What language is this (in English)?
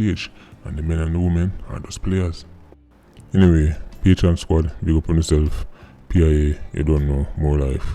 Jamaican Creole English